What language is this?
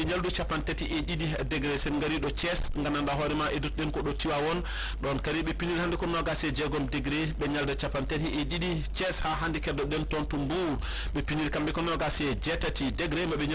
Fula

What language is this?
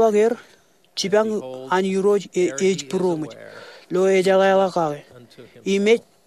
Marshallese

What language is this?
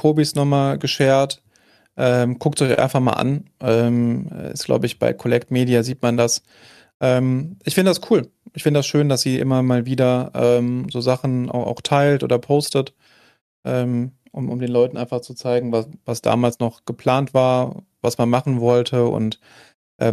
German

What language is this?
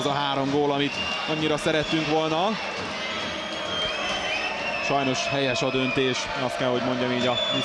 Hungarian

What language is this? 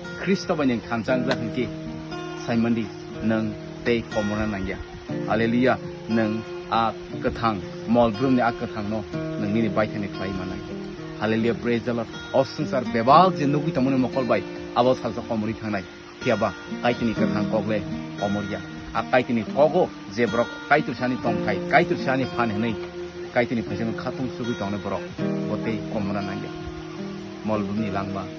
Kok Borok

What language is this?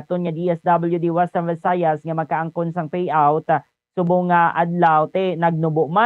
Hiligaynon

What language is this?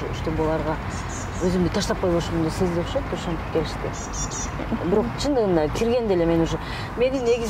Kyrgyz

